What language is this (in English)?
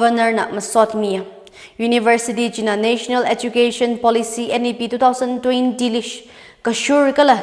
Tangkhul Naga (India)